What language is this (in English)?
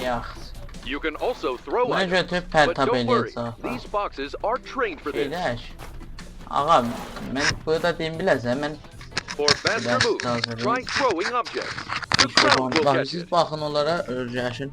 South Azerbaijani